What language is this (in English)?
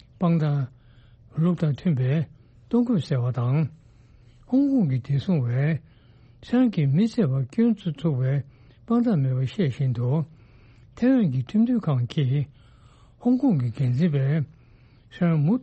Tibetan